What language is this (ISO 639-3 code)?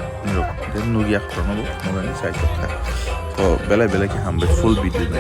trp